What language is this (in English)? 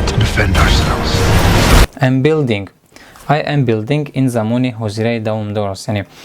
Tajik